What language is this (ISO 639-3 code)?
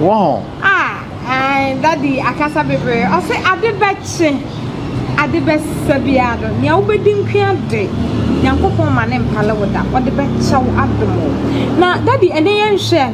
aka